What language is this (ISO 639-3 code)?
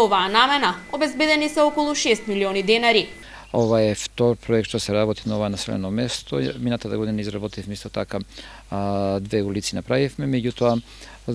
mkd